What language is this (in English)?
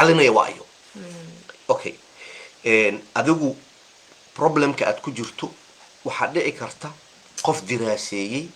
Somali